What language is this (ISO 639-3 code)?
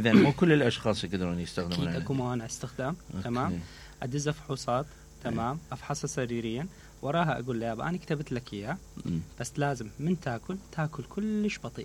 acm